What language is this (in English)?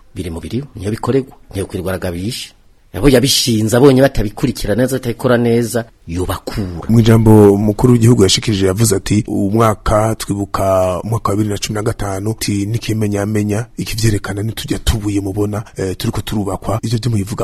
Rundi